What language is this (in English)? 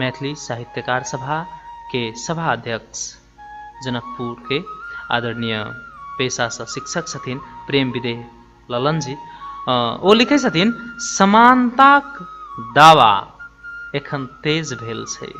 Maithili